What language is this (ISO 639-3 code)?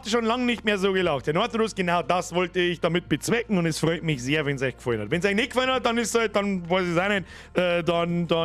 bar